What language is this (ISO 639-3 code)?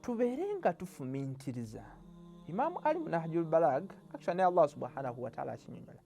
lug